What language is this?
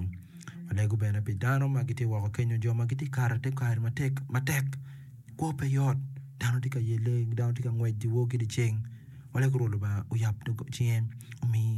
Acoli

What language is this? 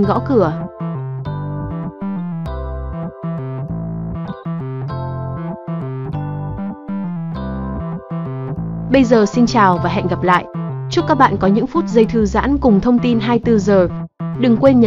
Vietnamese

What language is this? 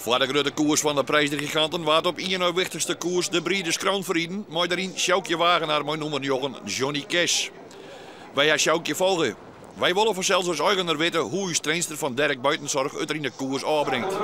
Western Frisian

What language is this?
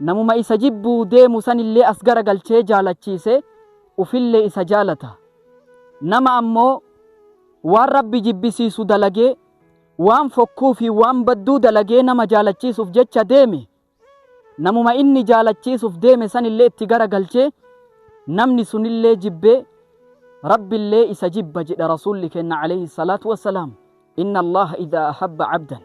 Oromo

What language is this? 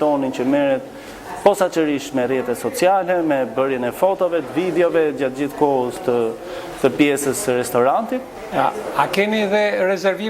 Albanian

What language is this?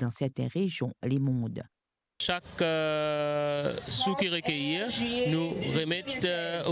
Morisyen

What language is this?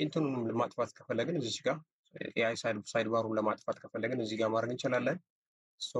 Amharic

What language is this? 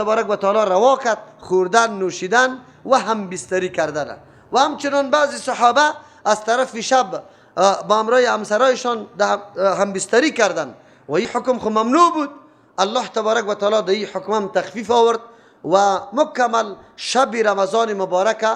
Persian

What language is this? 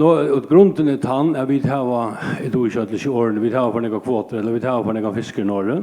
Faroese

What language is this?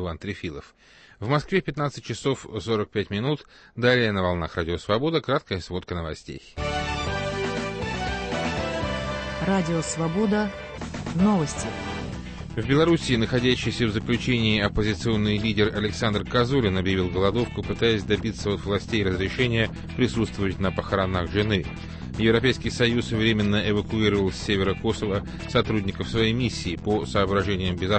Russian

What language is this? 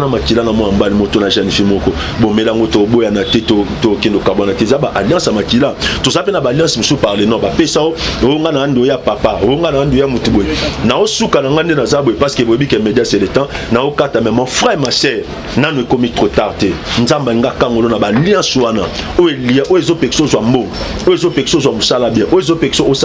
Lingala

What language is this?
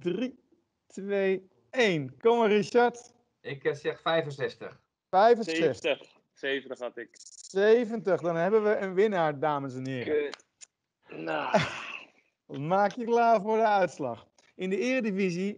Dutch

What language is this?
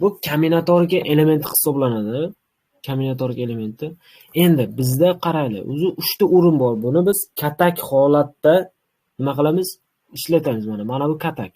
Uzbek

